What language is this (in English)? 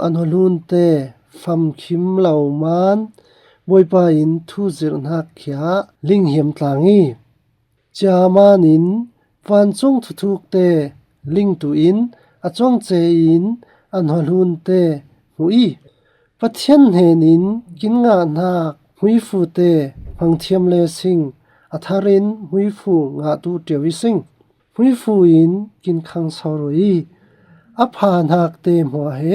Falam Chin